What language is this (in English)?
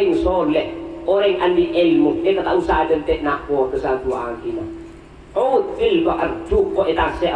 Madurese